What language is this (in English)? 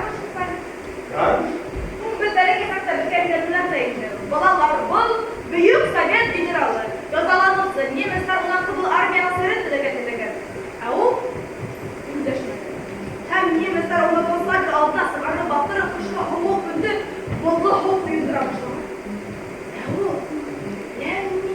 Bashkir